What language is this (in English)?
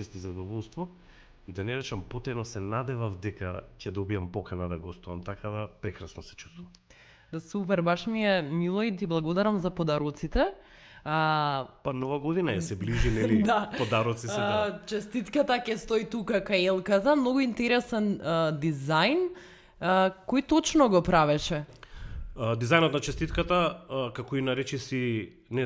Macedonian